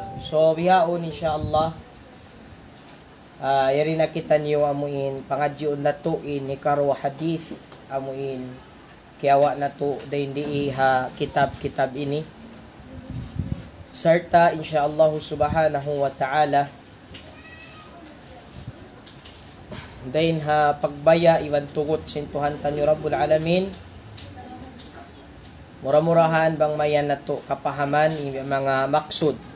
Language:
Tausug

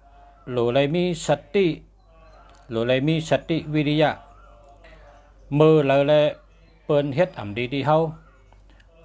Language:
Shan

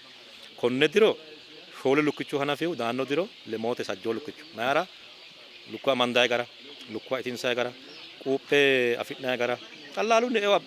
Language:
Sidamo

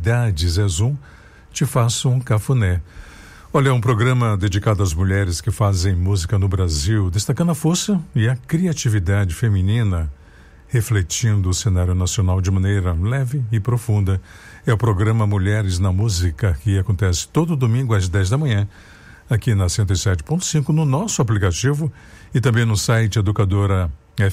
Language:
Portuguese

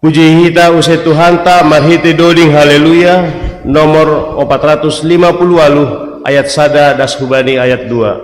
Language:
Batak Simalungun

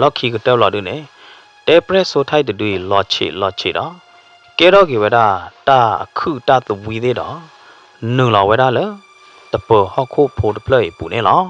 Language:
S'gaw Karen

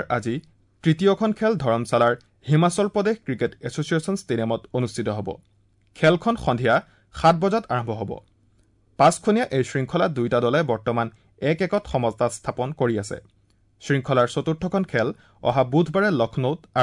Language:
Assamese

